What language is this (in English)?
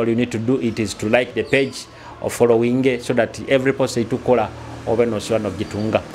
Nyoro